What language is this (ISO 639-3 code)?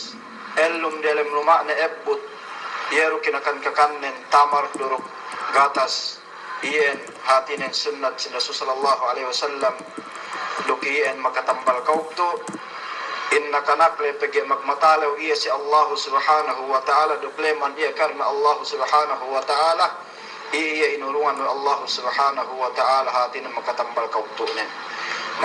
yka